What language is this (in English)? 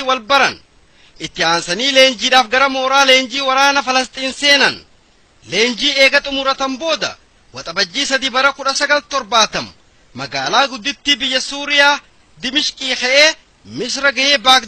Oromo